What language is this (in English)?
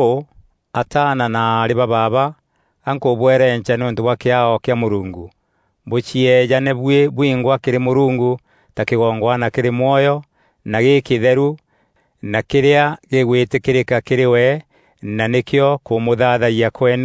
Meru